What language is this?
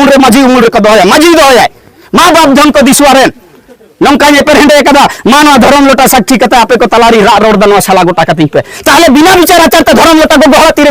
Santali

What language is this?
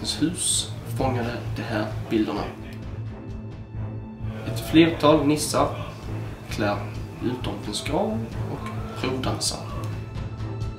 Swedish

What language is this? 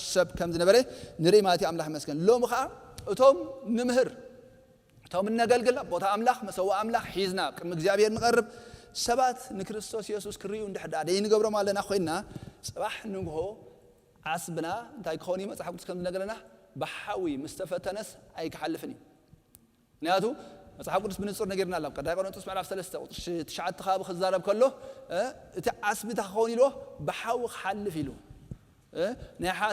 Tigrinya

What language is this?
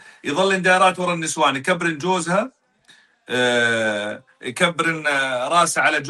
North Levantine Arabic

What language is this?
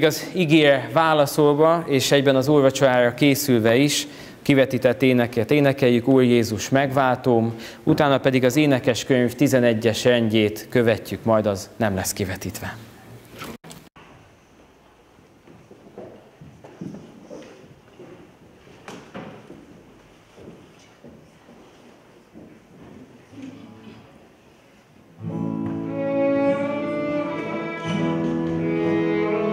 Hungarian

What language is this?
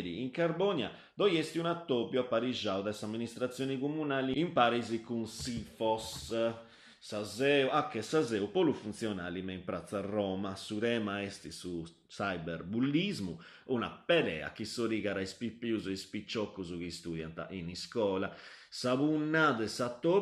Sardinian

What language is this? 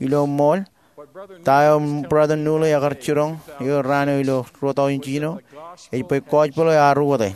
Marshallese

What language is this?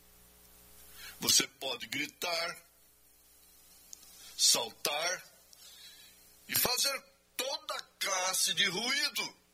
Portuguese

